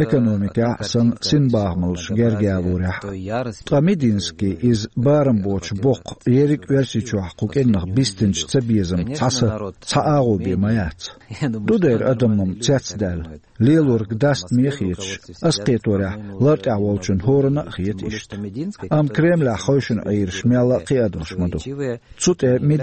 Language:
Chechen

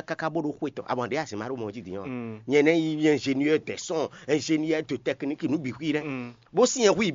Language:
Fon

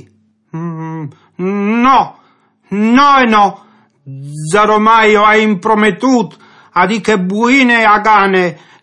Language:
Friulian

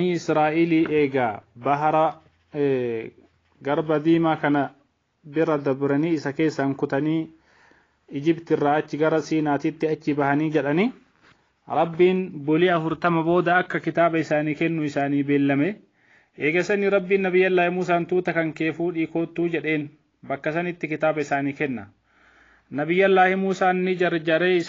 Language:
Oromo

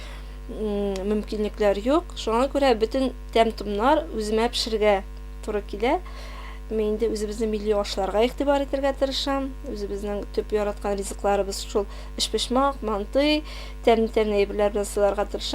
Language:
Tatar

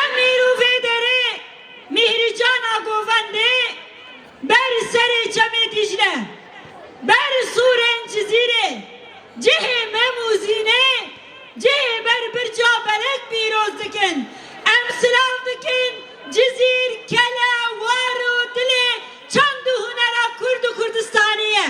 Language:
Kurdish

